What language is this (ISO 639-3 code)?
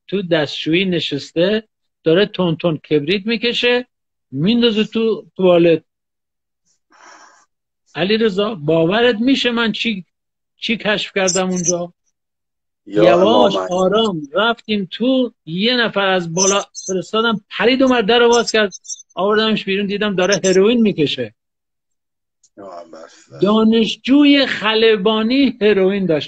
fas